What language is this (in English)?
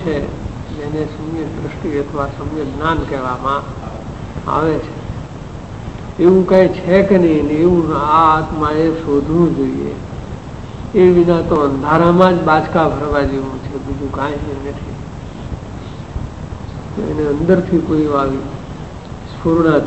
Gujarati